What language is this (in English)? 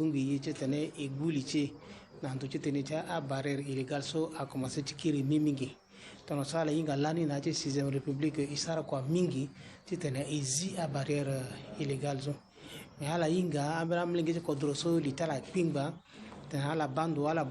Sango